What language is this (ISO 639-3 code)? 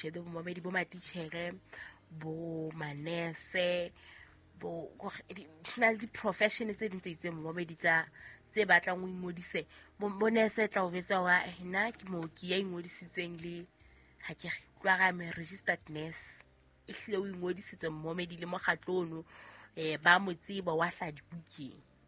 sot